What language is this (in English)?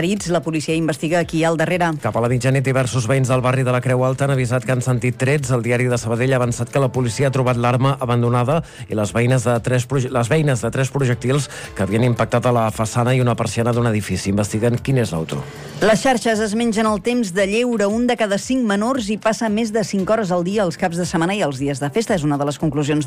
Catalan